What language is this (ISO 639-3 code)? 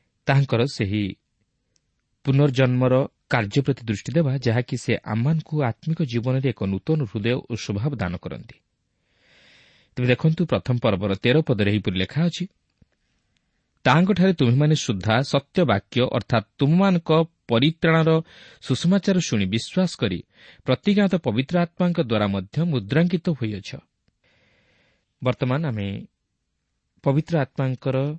ori